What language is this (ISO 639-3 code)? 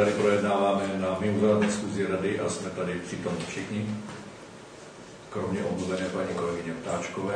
ces